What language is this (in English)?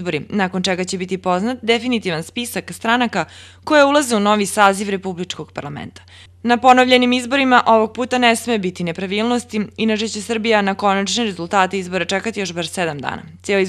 Serbian